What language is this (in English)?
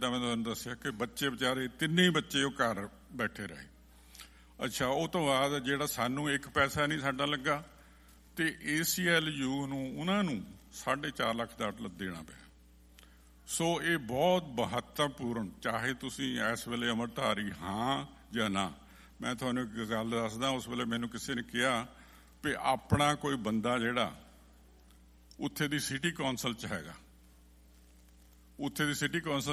Punjabi